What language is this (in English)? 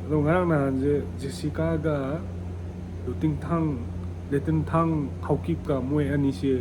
Manipuri